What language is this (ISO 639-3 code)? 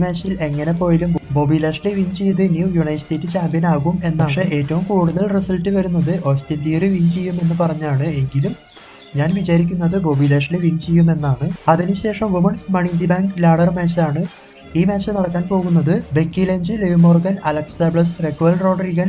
mal